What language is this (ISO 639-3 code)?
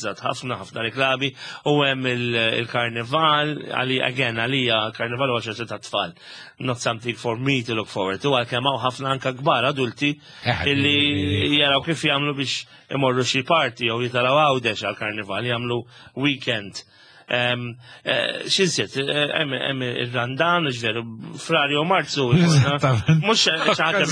mlt